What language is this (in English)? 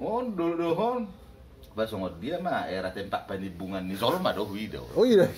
Batak Toba